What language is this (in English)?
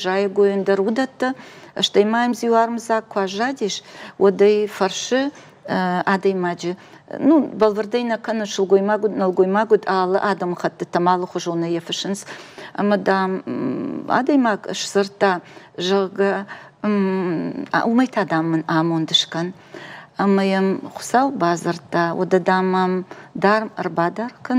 Ossetic